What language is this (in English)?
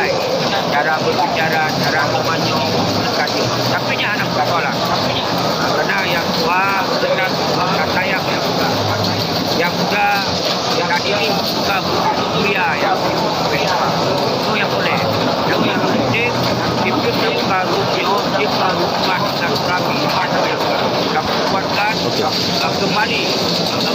Achinese